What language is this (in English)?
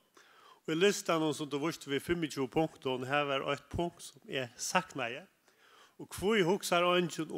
Faroese